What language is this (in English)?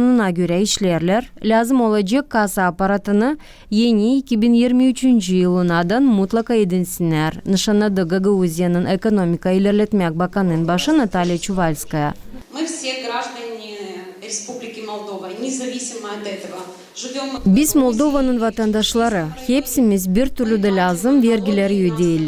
Gagauz